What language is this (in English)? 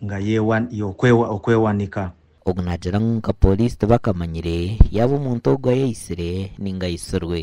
Nyankole